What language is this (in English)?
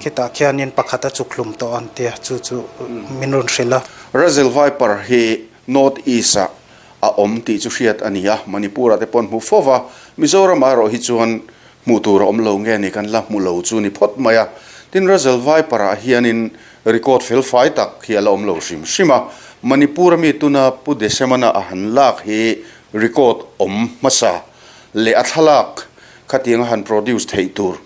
Mizo